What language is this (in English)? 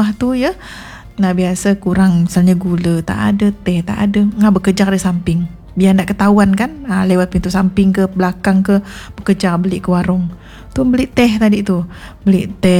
Malay